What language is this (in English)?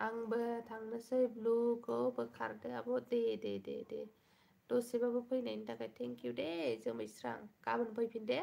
Bodo